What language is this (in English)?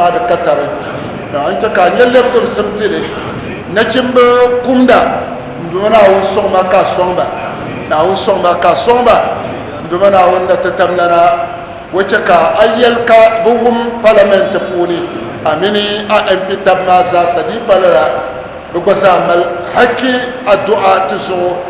Dagbani